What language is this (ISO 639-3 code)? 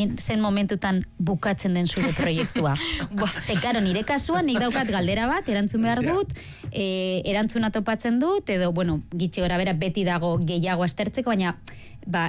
eus